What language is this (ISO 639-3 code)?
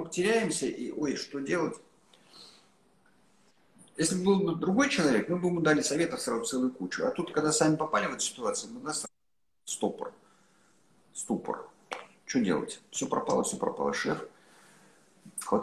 rus